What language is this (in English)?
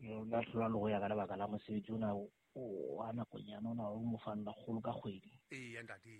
Southern Sotho